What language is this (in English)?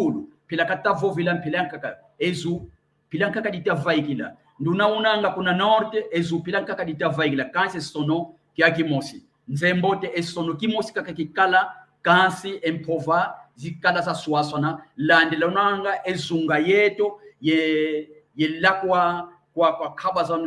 San Salvador Kongo